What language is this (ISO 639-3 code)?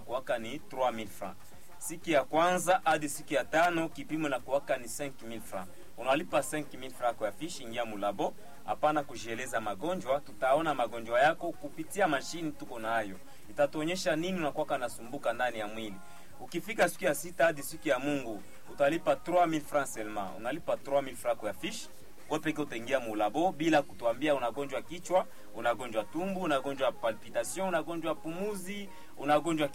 swa